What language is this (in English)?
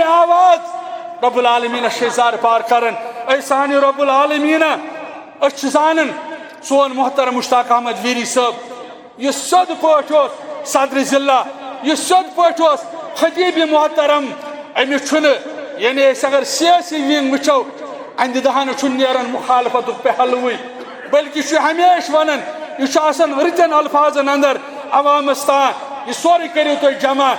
Kashmiri